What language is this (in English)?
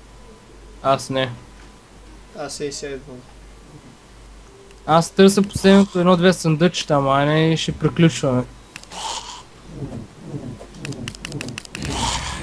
Bulgarian